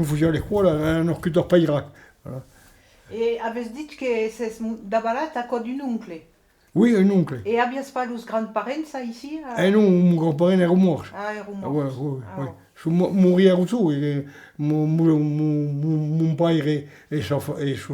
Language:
Occitan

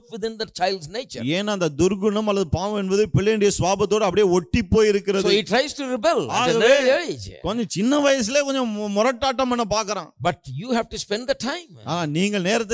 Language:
Tamil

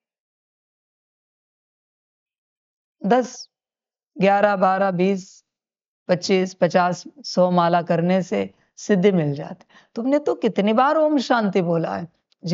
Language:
Hindi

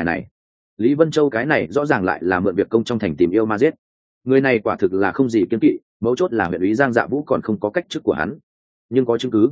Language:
Vietnamese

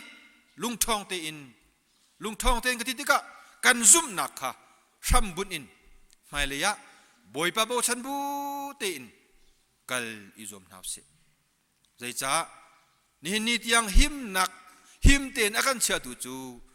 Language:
Hakha Chin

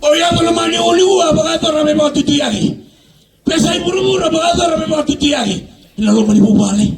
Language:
Fijian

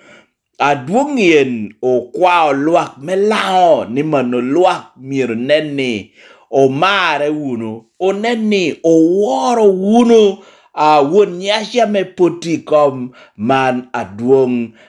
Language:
Lango (Uganda)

